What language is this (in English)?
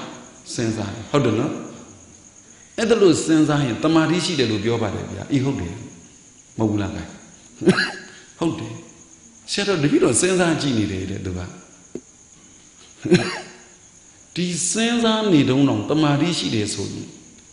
Burmese